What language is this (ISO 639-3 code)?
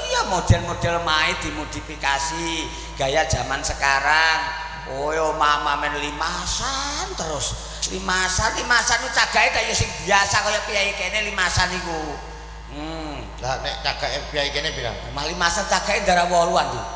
jav